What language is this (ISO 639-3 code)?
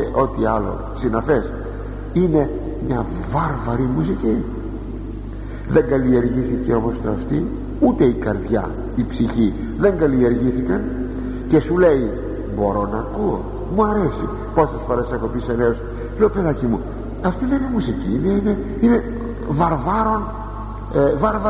ell